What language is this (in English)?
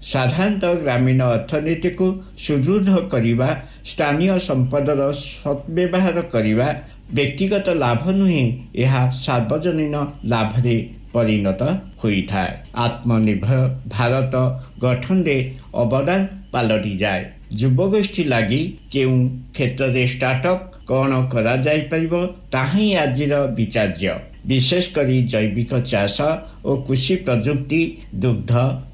Odia